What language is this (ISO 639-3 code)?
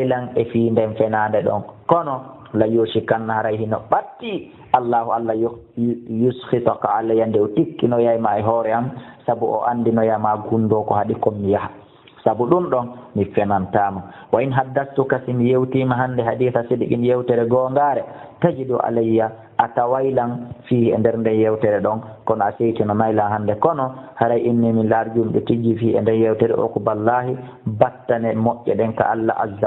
ful